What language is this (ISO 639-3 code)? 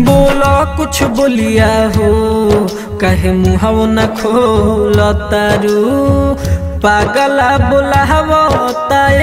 bho